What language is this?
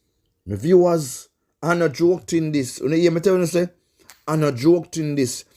Jamaican Creole English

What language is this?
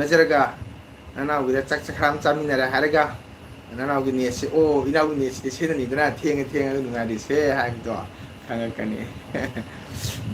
Manipuri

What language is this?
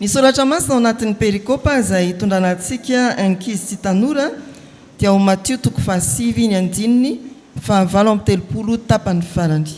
Malagasy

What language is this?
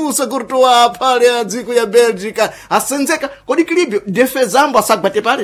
Sena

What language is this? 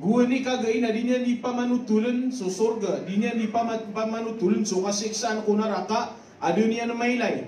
Maranao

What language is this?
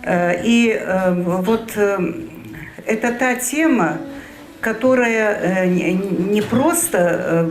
Ingush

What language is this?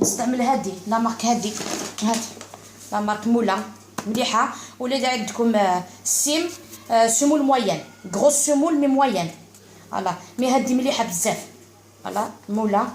Algerian Arabic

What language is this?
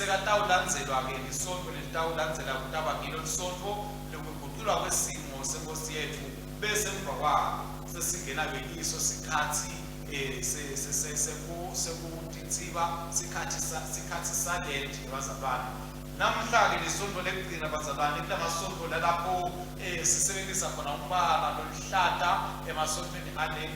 Swati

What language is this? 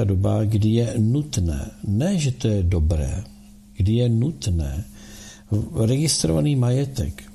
Czech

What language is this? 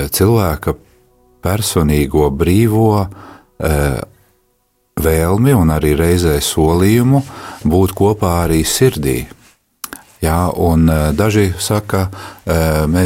Latvian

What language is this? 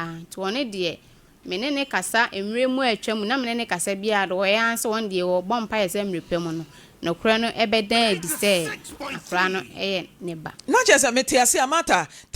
Akan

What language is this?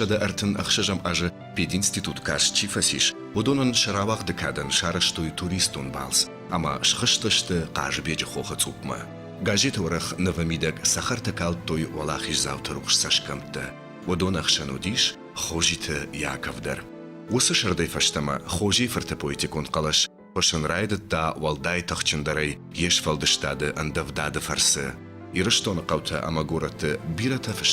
Ossetic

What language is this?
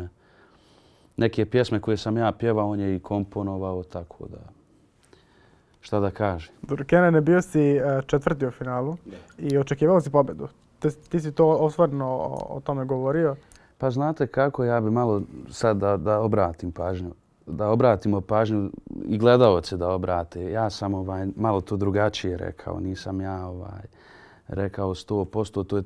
Bosnian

